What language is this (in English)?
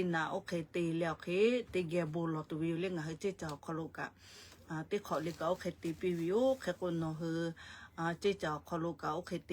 Lahu